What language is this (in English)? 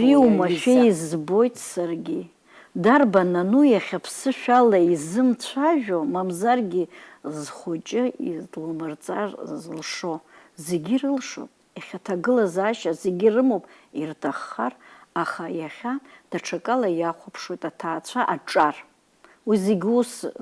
Abkhazian